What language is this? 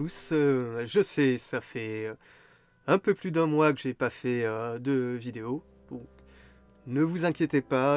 French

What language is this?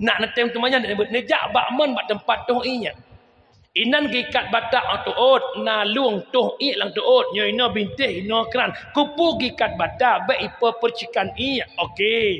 Achinese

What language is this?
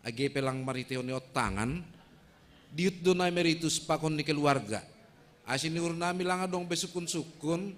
Batak Simalungun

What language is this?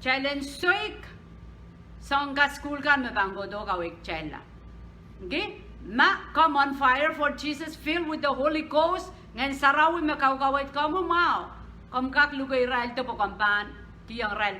Pohnpeian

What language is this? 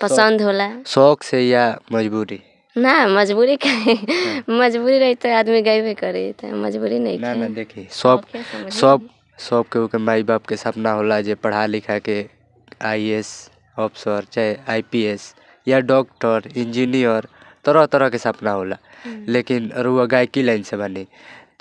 Bhojpuri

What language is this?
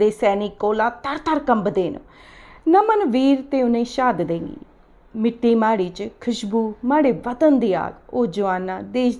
Dogri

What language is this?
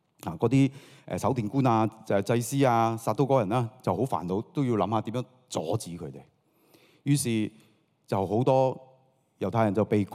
Cantonese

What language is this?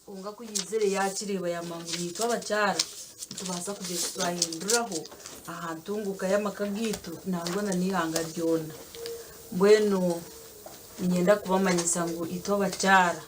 Nyankole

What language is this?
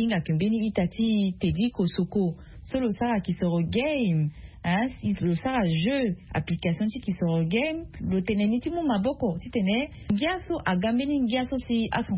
Sango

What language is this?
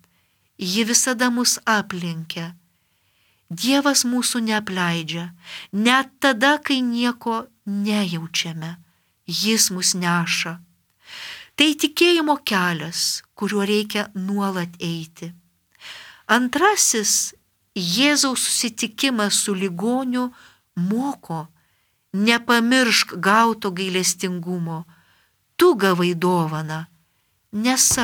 Lithuanian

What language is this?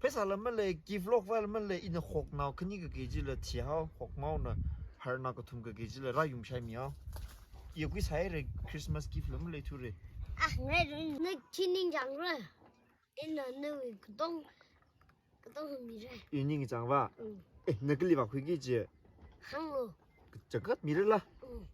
Tangkhul Naga (India)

